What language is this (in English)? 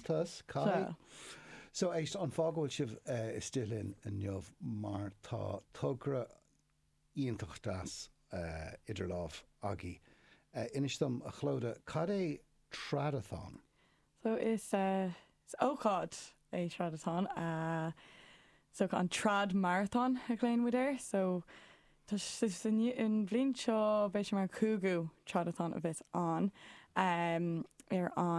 Irish